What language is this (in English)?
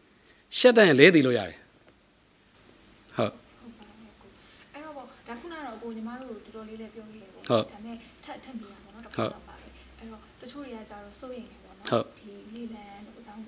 Burmese